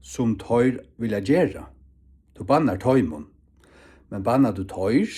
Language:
Faroese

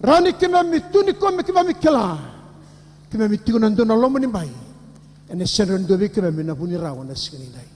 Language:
Fijian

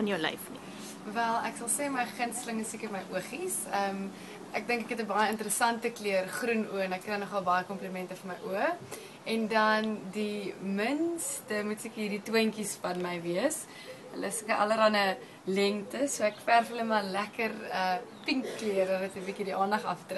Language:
Afrikaans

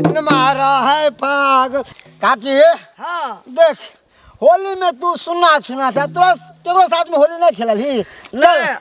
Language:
Maithili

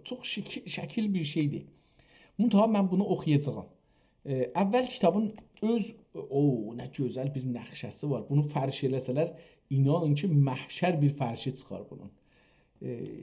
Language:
South Azerbaijani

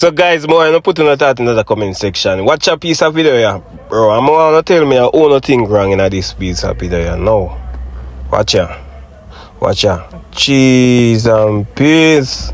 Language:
Jamaican Creole English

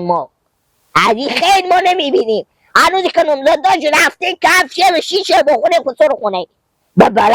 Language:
Hazaragi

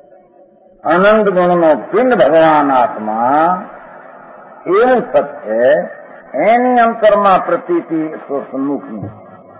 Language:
Gujarati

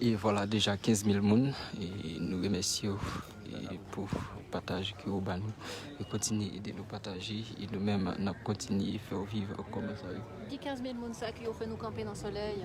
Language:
Haitian Creole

